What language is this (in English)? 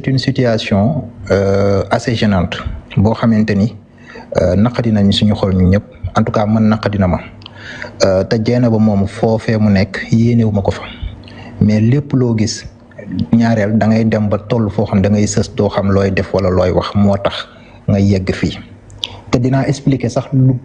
Wolof